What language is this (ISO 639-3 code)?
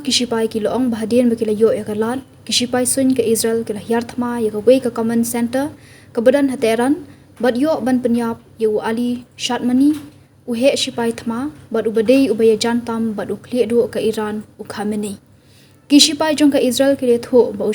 kha